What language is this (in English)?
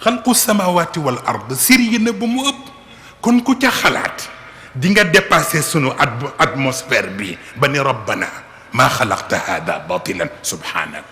Wolof